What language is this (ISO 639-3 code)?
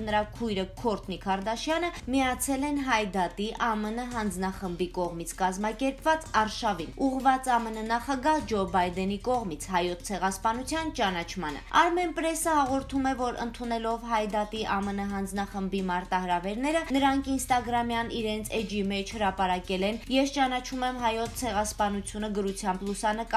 hye